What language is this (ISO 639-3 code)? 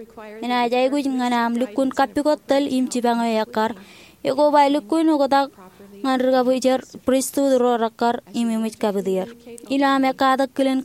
mah